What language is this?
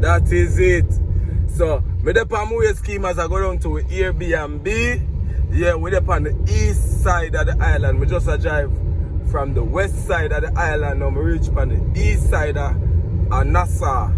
Jamaican Creole English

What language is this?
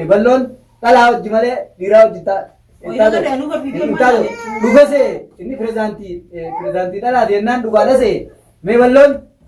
Oromo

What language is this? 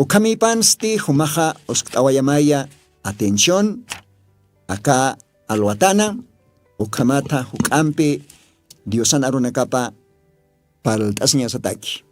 Aymara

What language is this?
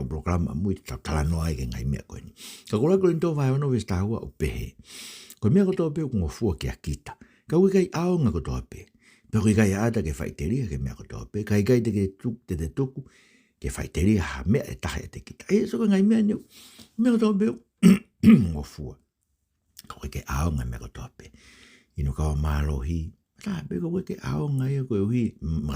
Tongan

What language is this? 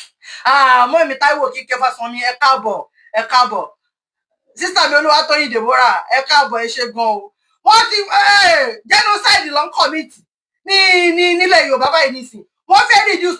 Yoruba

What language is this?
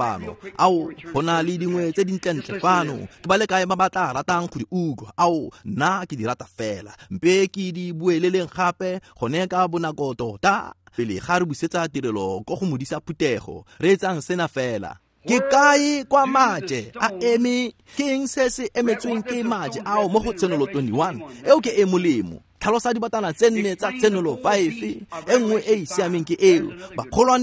Tswana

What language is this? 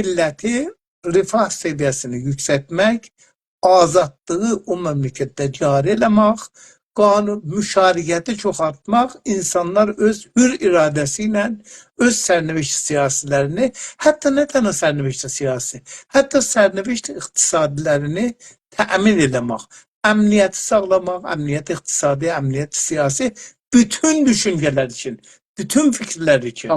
South Azerbaijani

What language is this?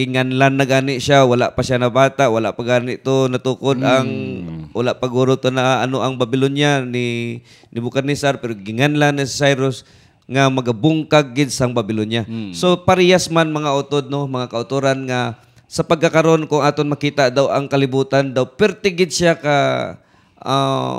Hiligaynon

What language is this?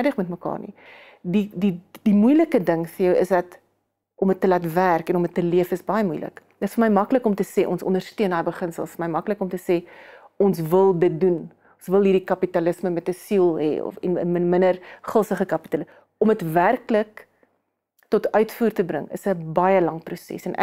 Afrikaans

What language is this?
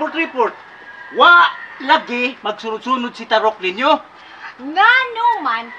Cebuano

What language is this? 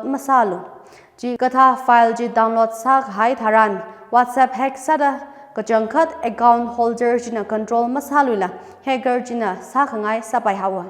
Tangkhul Naga (India)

